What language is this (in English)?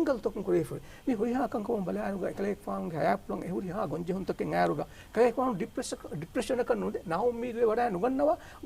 Divehi